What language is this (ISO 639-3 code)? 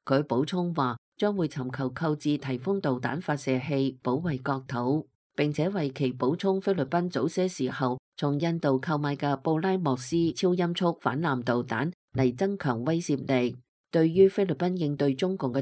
yue